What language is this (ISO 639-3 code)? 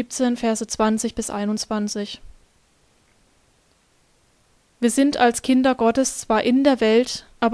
deu